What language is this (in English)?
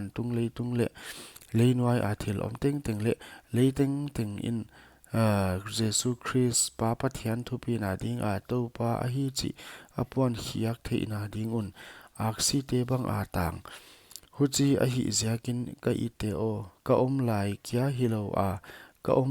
Paite Chin